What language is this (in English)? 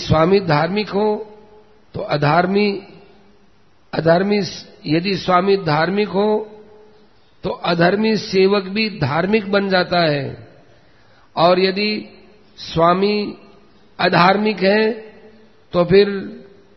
Hindi